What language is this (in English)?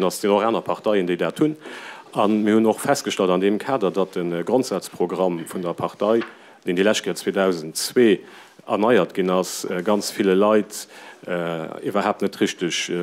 Luxembourgish